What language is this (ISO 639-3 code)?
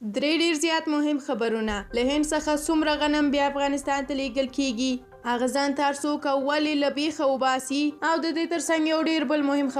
pus